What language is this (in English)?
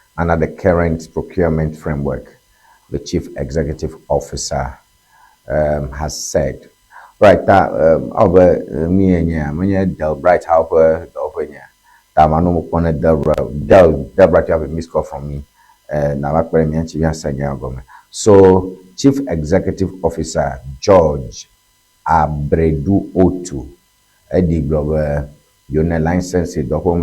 Ewe